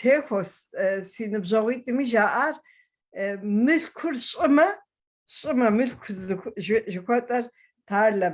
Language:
Kabardian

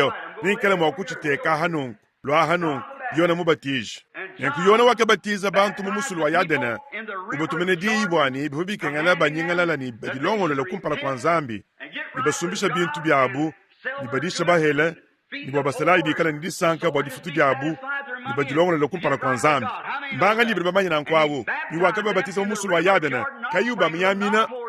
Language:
Luba-Lulua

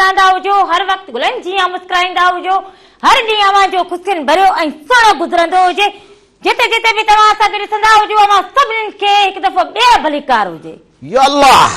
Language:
Sindhi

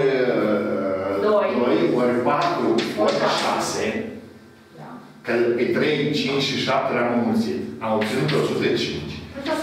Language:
Romanian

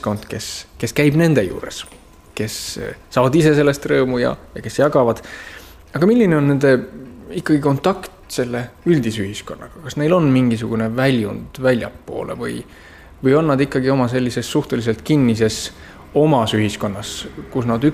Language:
Estonian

